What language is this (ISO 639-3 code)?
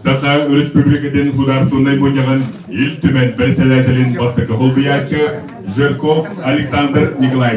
sah